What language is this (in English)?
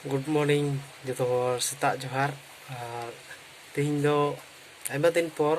Santali